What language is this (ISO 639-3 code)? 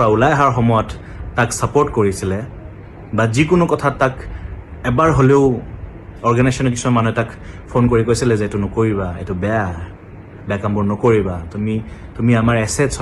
asm